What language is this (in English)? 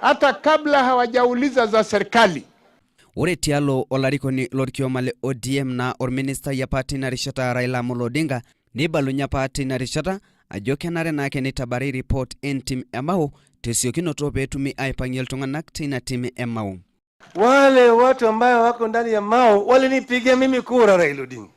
Masai